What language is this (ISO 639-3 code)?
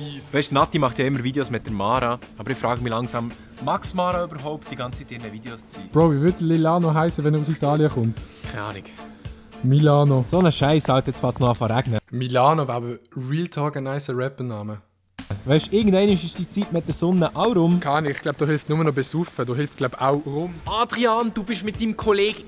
gsw